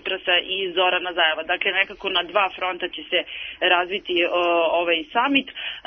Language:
Serbian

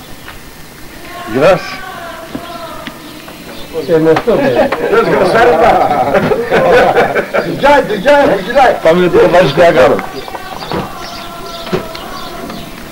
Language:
Greek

